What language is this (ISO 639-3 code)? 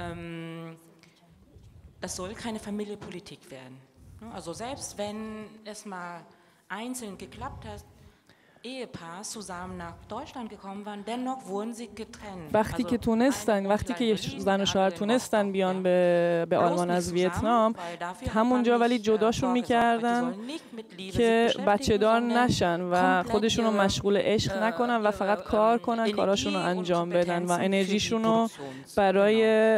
fas